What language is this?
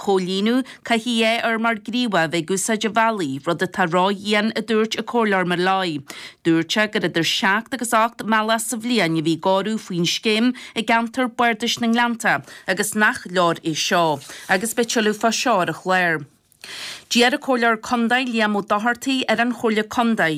Irish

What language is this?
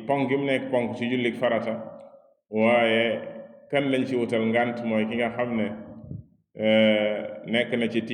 Wolof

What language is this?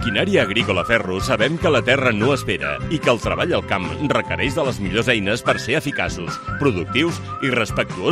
Catalan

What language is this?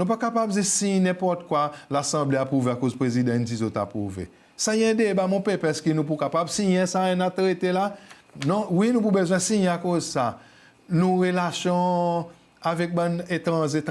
Seselwa Creole French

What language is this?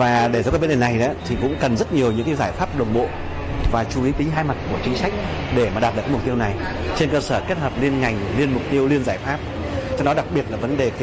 Vietnamese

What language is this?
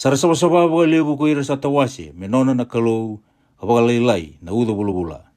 Fijian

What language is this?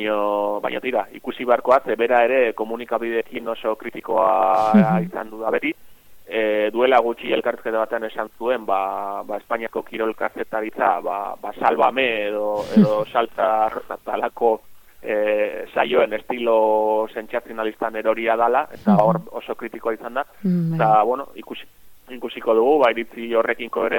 Basque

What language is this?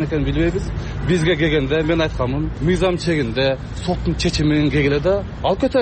Kyrgyz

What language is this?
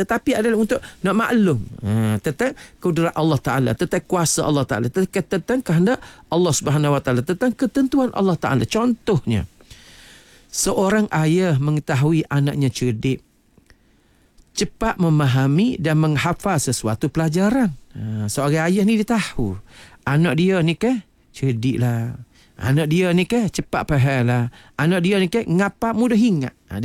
Malay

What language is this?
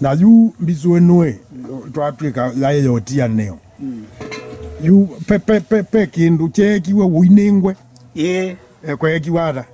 Kamba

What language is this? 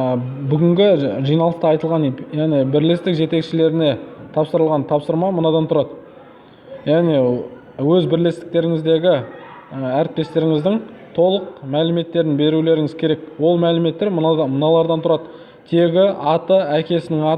Kazakh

